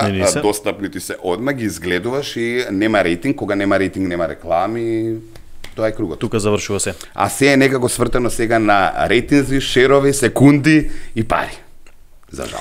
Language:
Macedonian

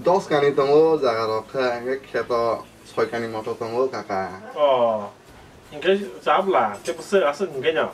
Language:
Kok Borok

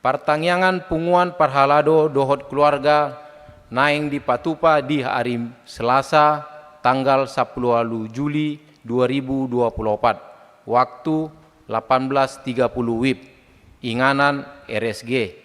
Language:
Batak Toba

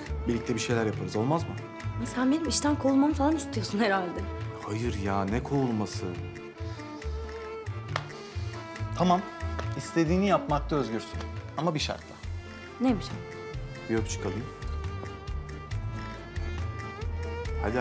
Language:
Turkish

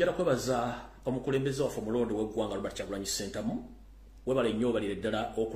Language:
Ganda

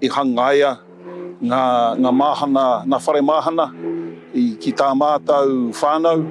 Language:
Māori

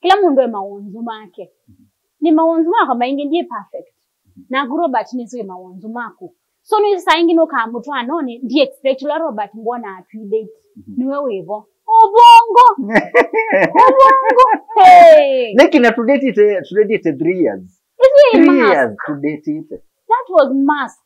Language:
Kamba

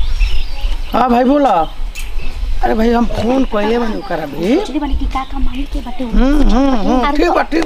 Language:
Bhojpuri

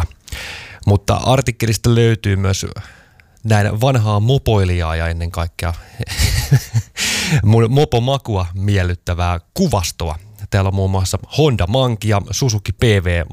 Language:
Finnish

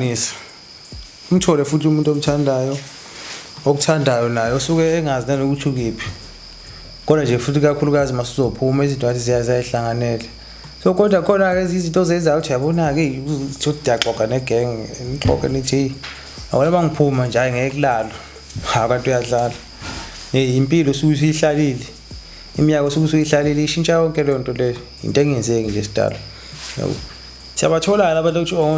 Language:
Zulu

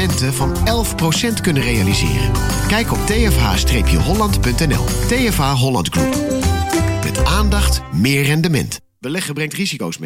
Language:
Dutch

